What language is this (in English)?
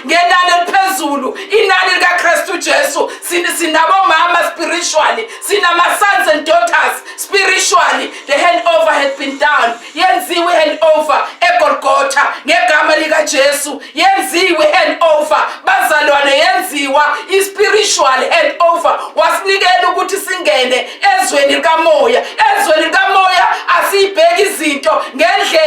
Zulu